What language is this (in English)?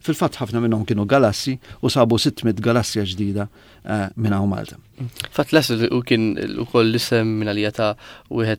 Maltese